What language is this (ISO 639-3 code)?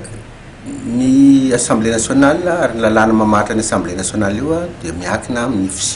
mlg